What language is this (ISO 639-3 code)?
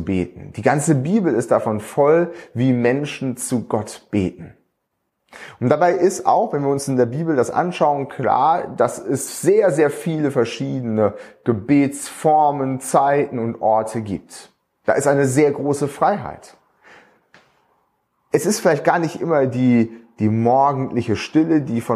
deu